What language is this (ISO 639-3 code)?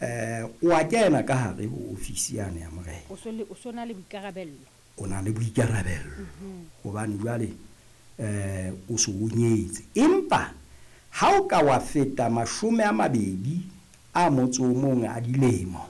sot